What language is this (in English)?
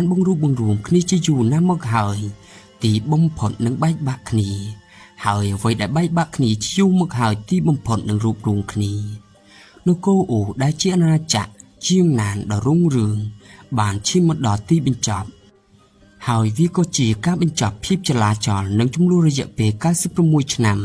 Khmer